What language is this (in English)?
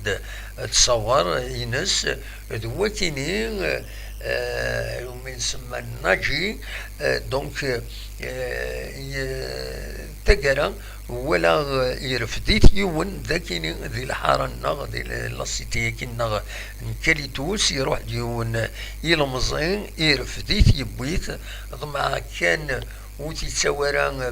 Kabyle